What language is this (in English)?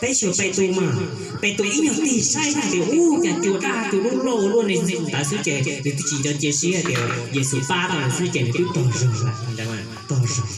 Hmong